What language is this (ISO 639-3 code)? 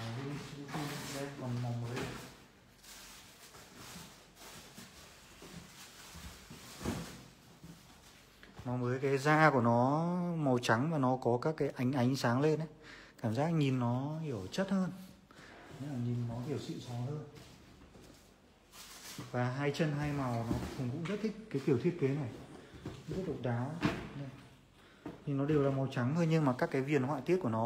vie